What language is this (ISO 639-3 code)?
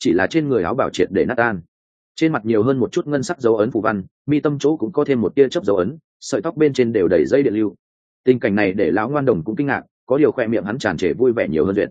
vie